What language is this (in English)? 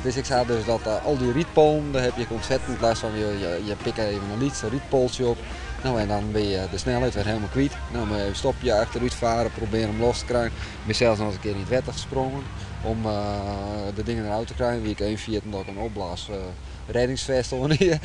Western Frisian